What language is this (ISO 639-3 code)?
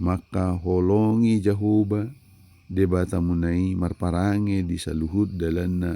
bbc